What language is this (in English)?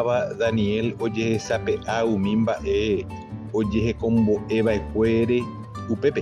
Guarani